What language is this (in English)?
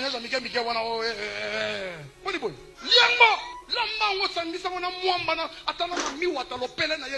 Lingala